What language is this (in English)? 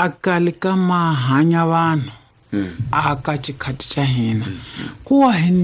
Tsonga